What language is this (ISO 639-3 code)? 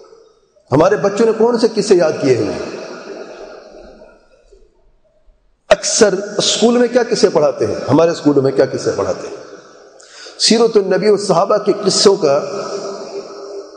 urd